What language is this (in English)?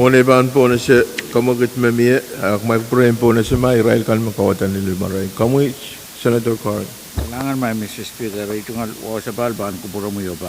Pohnpeian